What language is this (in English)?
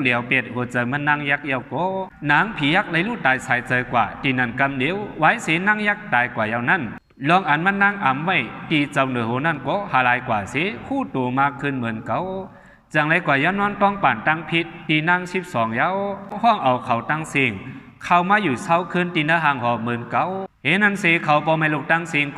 Shan